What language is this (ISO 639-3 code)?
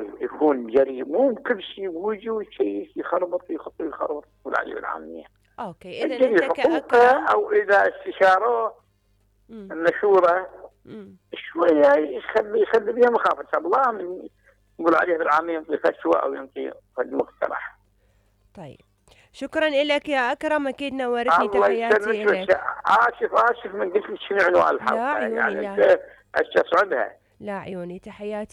acm